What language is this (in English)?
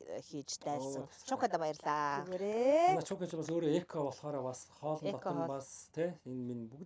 Mongolian